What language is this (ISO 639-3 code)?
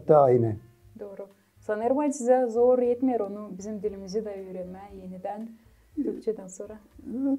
gag